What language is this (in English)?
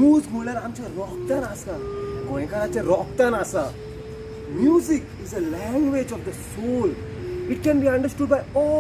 Konkani